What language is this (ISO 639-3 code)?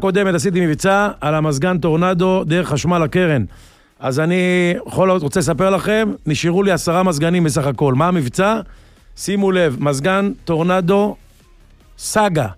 heb